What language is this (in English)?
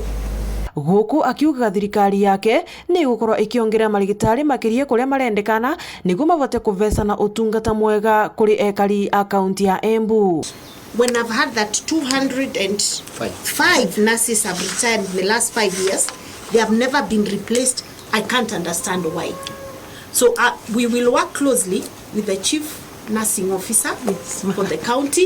Meru